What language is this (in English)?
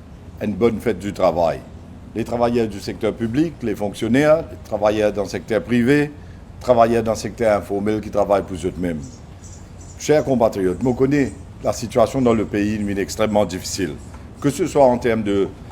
Morisyen